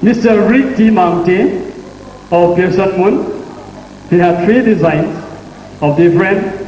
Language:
Paite Chin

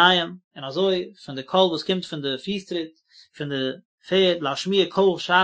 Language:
Yiddish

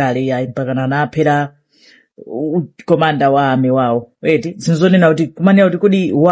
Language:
Nyanja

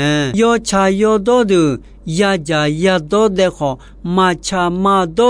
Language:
Akha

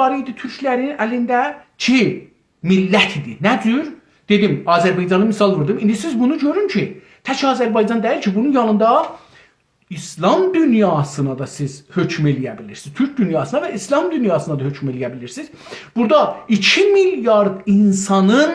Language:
South Azerbaijani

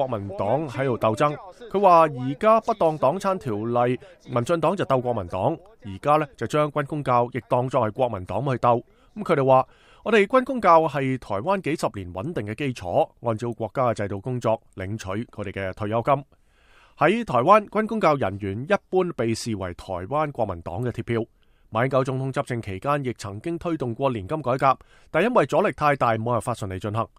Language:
Cantonese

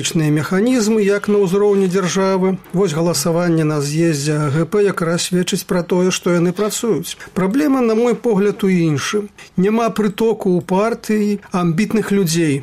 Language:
Belarusian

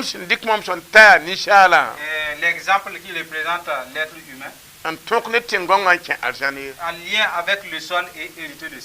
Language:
Mossi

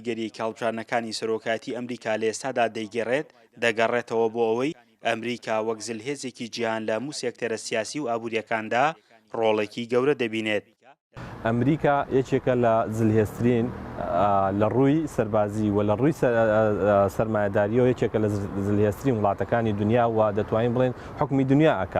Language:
Central Kurdish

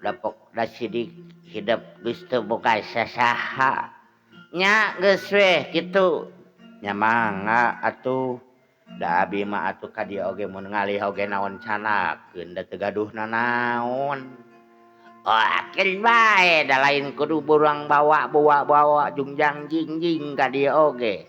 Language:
Sundanese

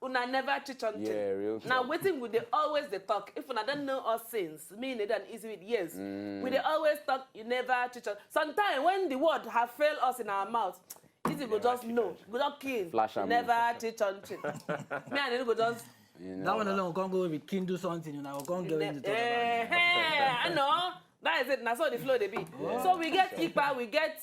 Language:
Nigerian Pidgin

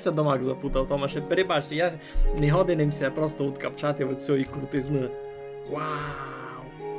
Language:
Rusyn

